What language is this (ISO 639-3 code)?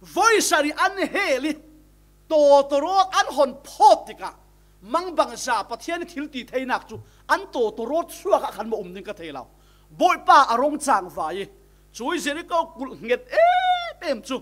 cfm